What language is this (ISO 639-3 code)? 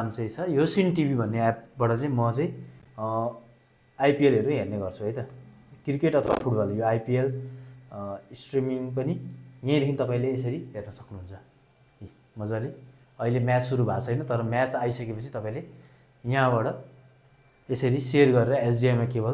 nep